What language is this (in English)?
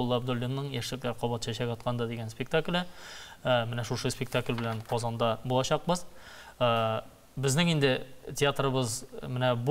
Tatar